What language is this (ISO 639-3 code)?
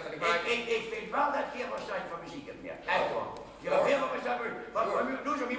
lim